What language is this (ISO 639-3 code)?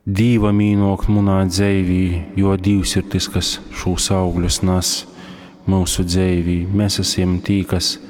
ltg